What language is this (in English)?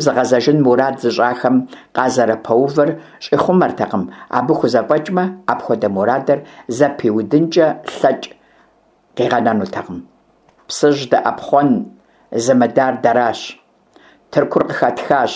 Kabardian